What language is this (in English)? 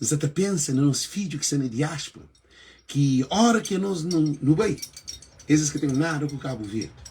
Kabuverdianu